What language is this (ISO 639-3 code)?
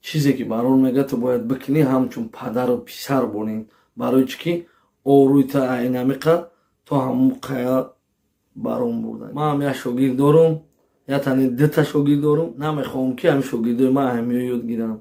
tgk